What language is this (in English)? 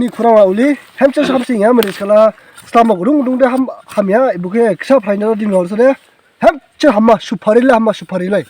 Dimasa